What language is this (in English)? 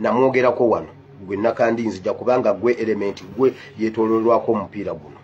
Ganda